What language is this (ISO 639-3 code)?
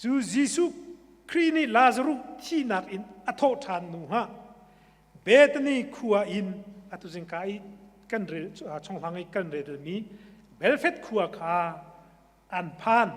cnh